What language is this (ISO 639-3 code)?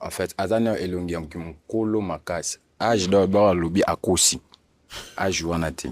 lin